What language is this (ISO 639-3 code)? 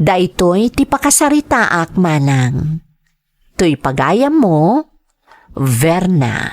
ilo